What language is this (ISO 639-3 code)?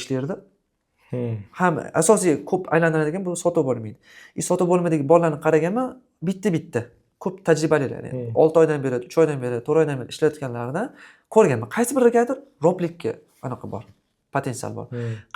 uzb